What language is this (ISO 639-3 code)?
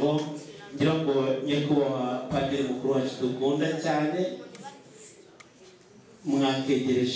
kin